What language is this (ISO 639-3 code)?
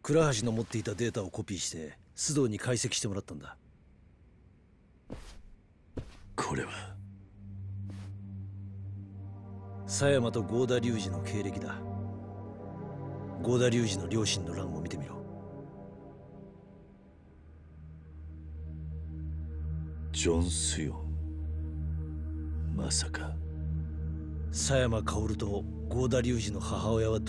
jpn